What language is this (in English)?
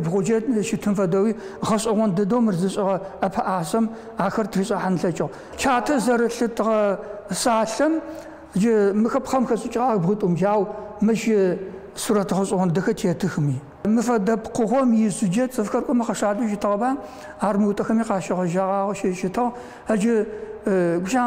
Adyghe